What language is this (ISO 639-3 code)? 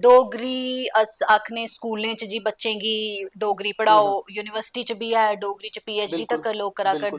doi